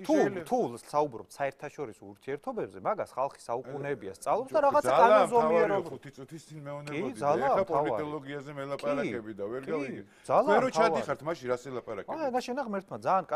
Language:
Georgian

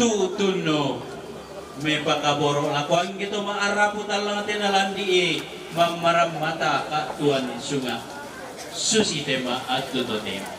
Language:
Toraja-Sa'dan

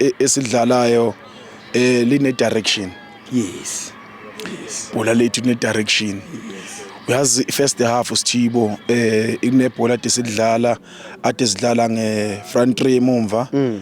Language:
Zulu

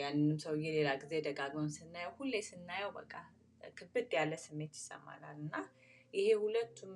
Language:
Amharic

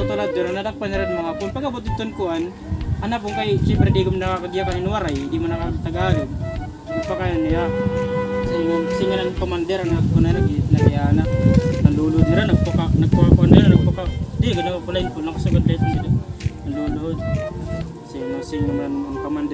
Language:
Waray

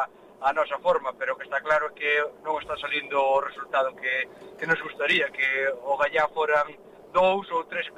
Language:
Galician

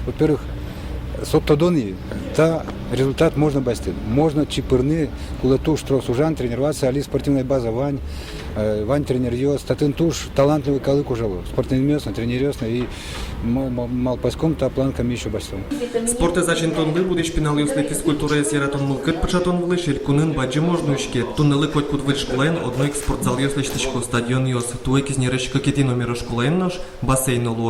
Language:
Udmurt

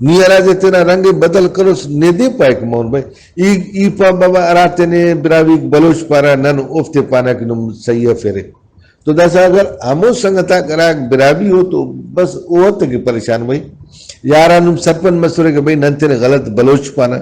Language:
Brahui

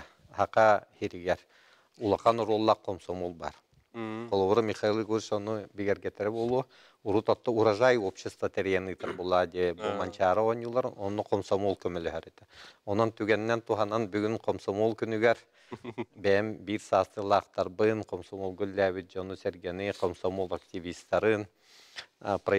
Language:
Yakut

